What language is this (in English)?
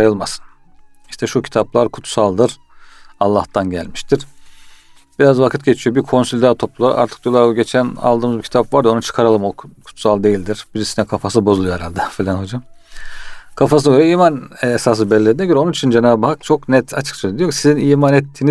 Turkish